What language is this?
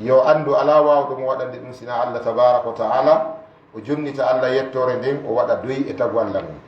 Fula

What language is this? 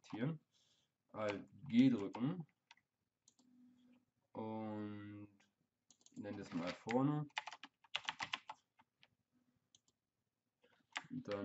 German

